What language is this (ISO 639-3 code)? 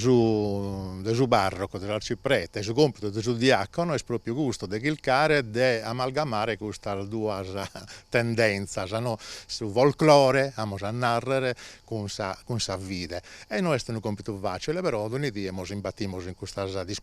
srd